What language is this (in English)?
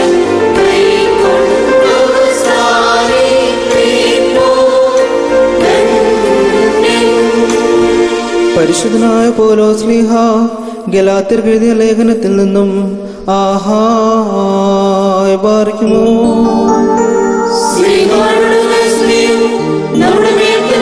Malayalam